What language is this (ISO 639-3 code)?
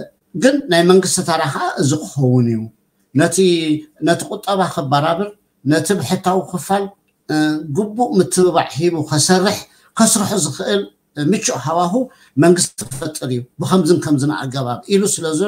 tir